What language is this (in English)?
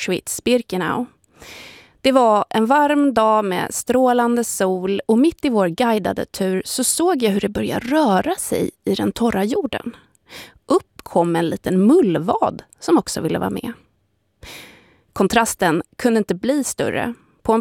Swedish